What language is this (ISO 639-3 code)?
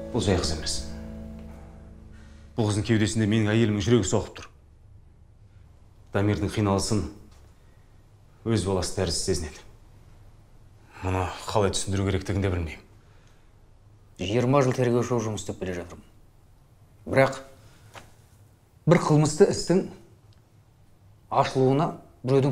kaz